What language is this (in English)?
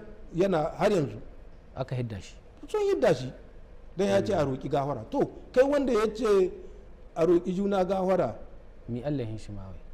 Hausa